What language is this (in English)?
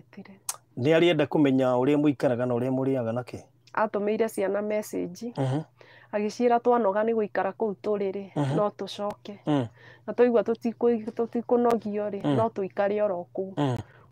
Kikuyu